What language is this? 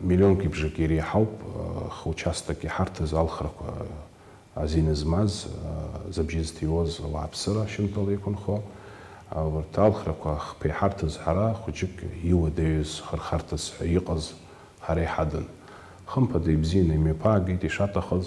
Abkhazian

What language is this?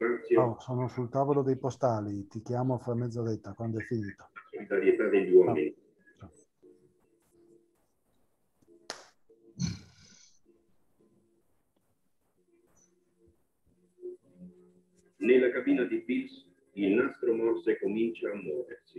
Italian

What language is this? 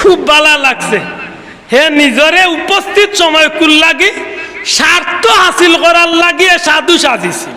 Sylheti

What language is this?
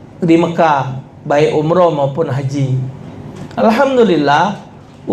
Musi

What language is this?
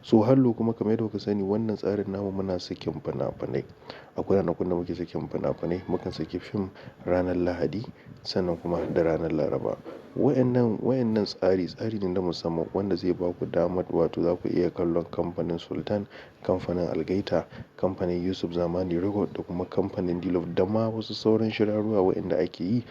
Hausa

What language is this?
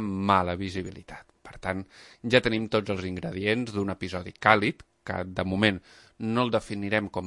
Catalan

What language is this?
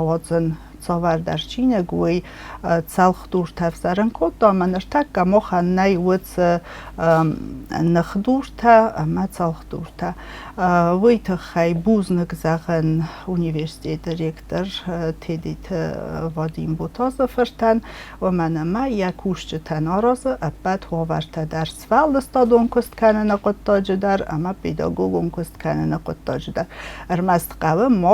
Ossetic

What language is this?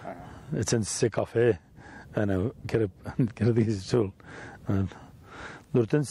Tatar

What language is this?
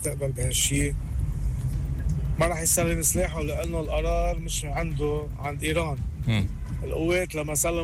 North Levantine Arabic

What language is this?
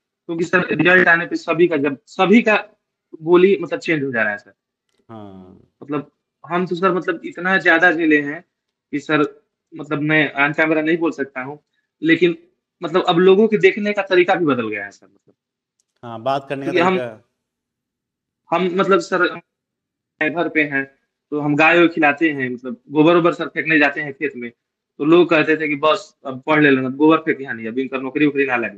Hindi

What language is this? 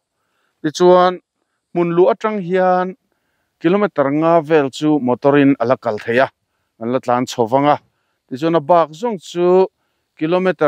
Mizo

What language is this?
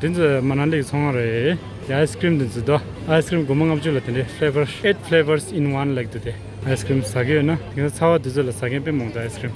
Tibetan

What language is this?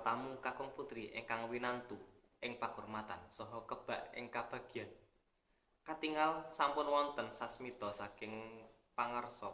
Javanese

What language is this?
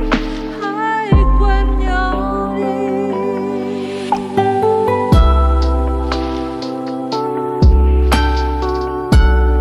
Vietnamese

